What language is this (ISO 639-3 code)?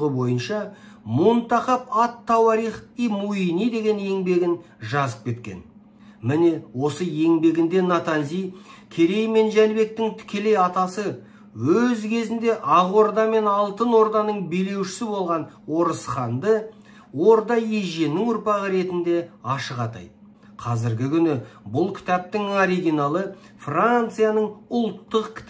kaz